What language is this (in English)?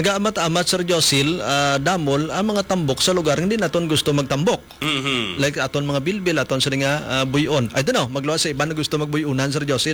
Hiligaynon